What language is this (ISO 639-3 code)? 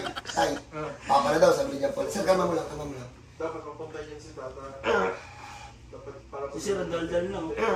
fil